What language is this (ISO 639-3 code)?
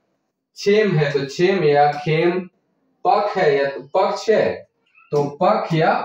sck